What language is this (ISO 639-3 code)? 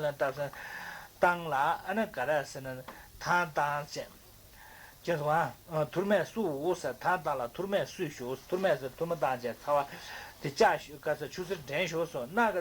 bod